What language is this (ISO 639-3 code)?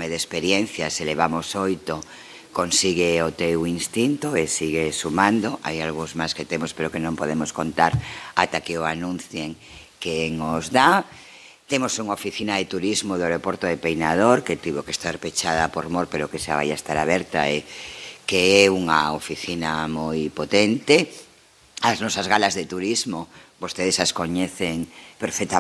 glg